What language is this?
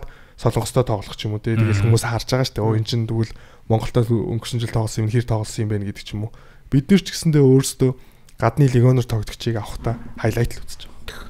Mongolian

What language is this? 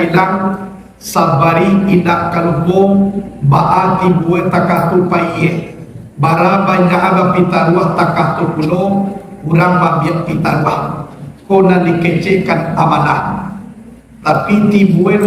Minangkabau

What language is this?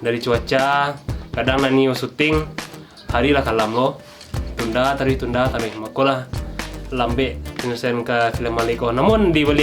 Minangkabau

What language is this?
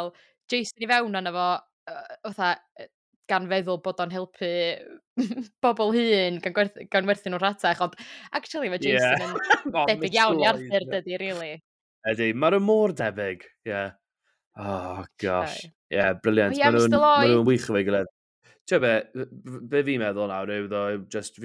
Welsh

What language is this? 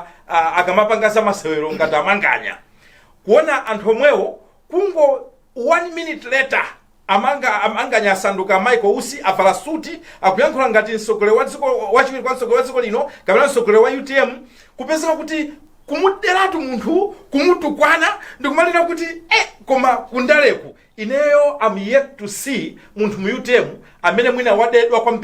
Nyanja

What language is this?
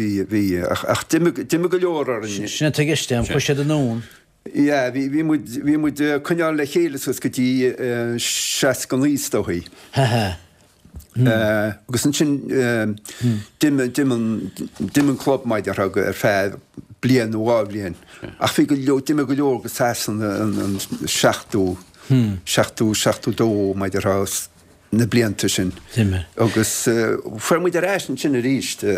Irish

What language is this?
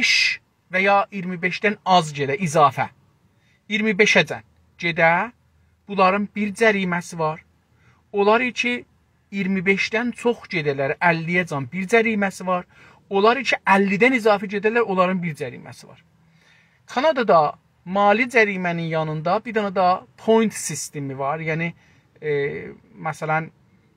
South Azerbaijani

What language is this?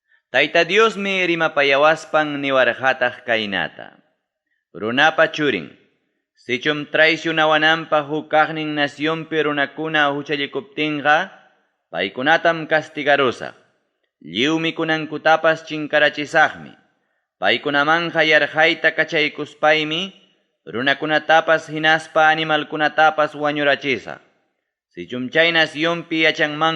Ayacucho Quechua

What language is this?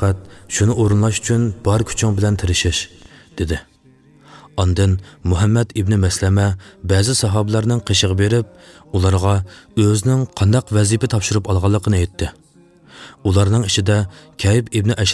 Uyghur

